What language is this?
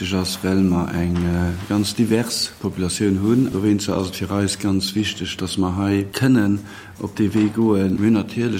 Luxembourgish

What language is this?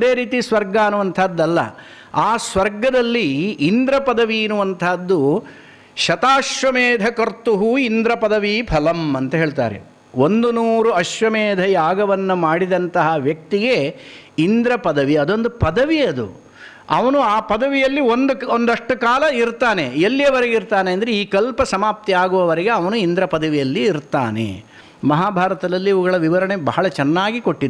Kannada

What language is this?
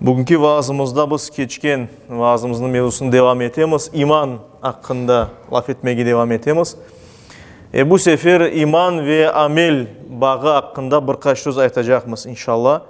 Crimean Tatar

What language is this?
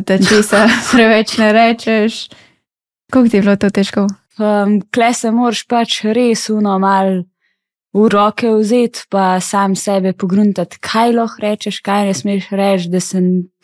Slovenian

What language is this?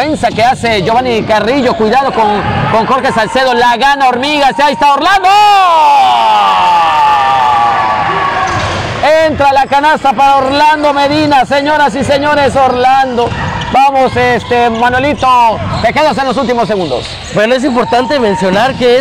Spanish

